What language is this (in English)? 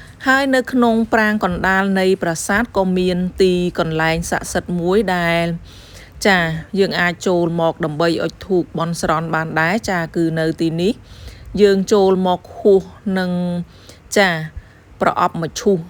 Khmer